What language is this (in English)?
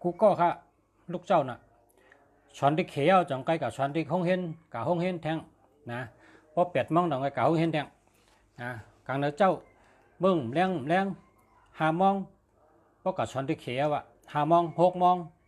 Shan